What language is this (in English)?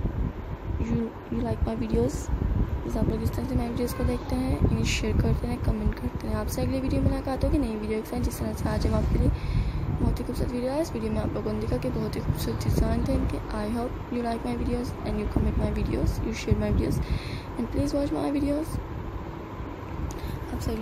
Hindi